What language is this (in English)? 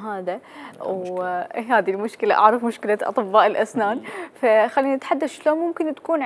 Mesopotamian Arabic